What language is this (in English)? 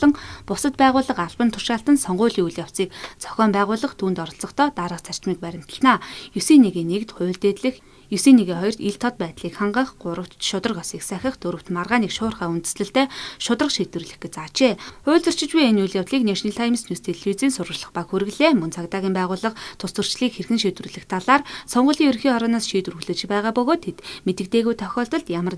Mongolian